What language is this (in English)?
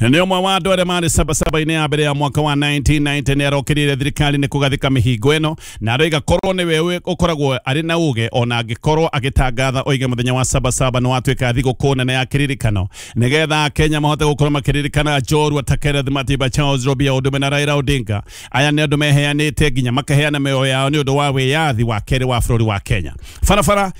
Kikuyu